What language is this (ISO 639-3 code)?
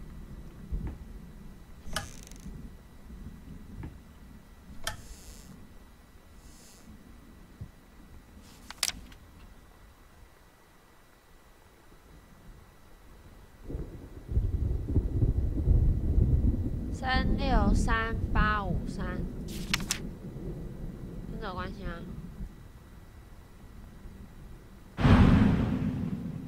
zho